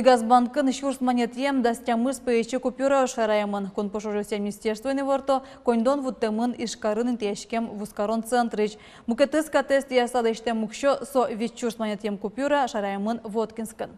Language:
Udmurt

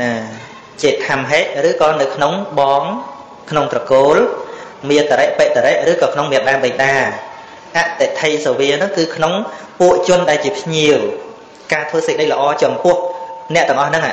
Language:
Khmer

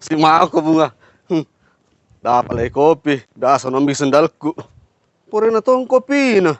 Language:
Makassar Malay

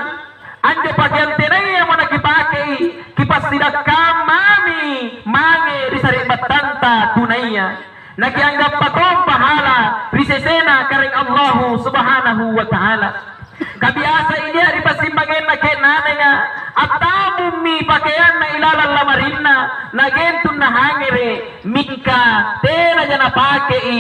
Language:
Makasar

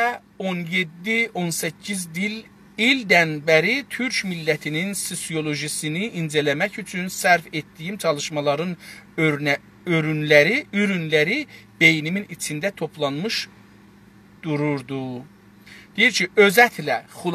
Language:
South Azerbaijani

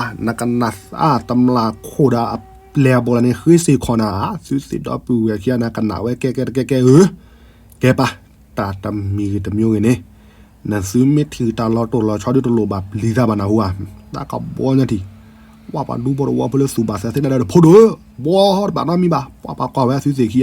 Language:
S'gaw Karen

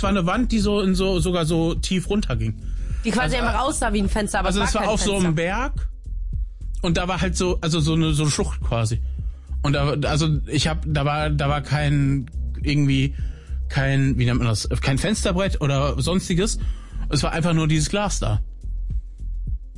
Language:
German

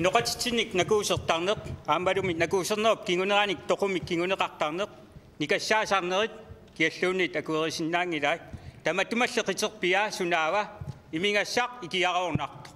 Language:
Kalaallisut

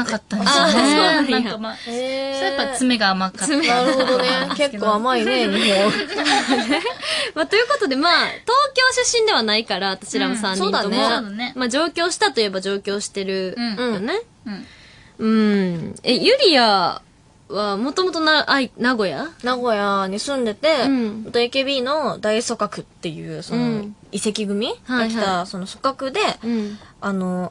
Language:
Japanese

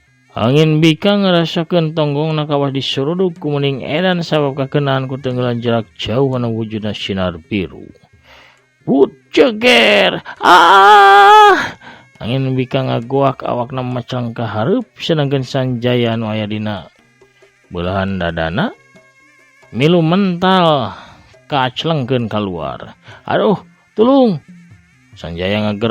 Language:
Sundanese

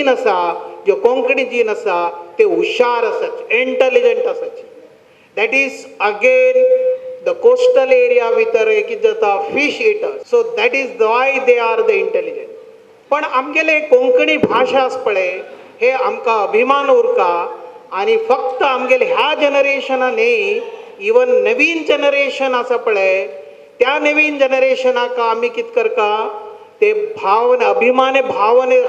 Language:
Konkani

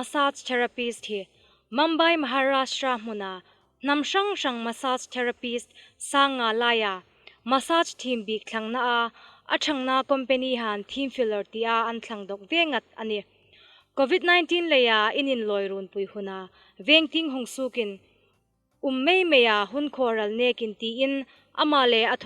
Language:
Hmar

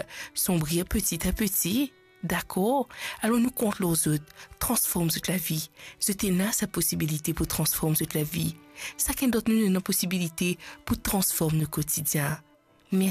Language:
Morisyen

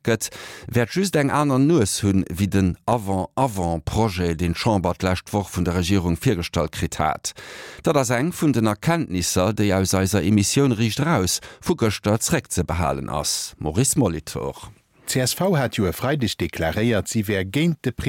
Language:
Luxembourgish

